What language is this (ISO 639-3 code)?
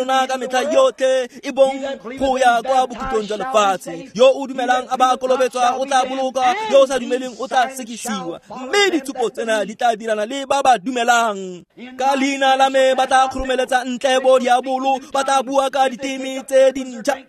tsn